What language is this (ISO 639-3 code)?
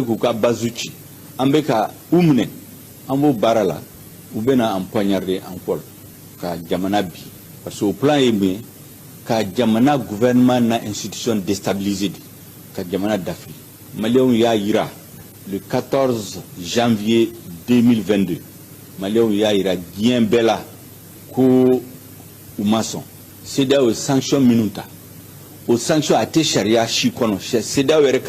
bam